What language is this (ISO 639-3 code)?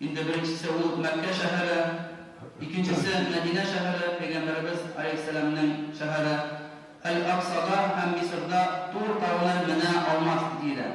tat